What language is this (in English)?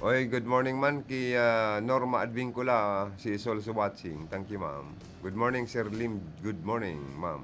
Bikol